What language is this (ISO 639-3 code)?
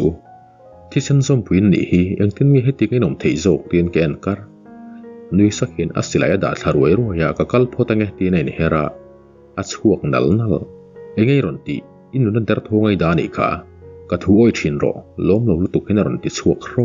lus